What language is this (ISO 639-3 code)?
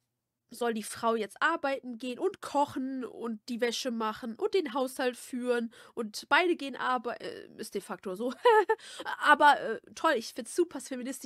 deu